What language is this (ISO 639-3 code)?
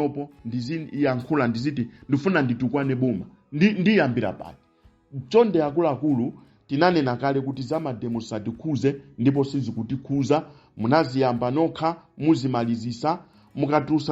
nya